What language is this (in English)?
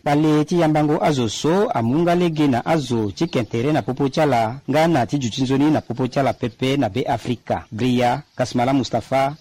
Sango